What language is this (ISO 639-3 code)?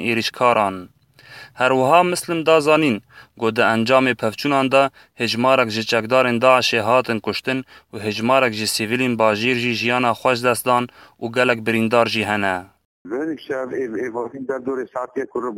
kur